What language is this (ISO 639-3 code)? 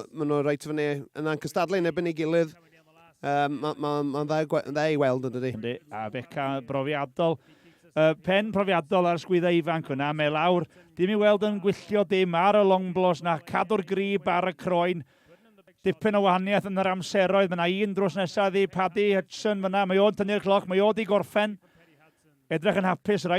cym